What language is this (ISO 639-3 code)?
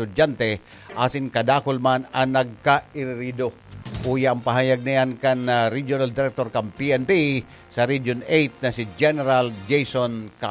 bik